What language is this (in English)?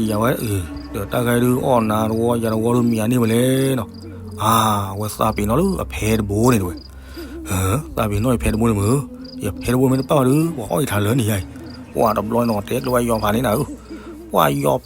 S'gaw Karen